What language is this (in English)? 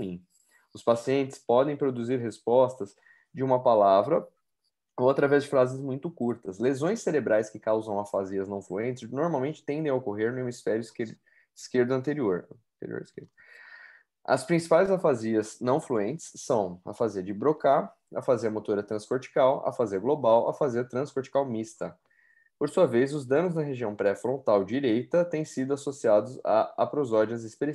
Portuguese